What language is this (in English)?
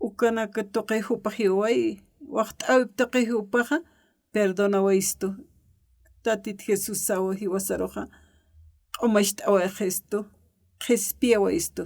Aymara